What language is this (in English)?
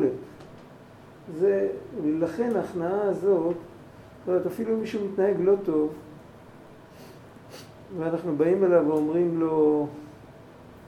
Hebrew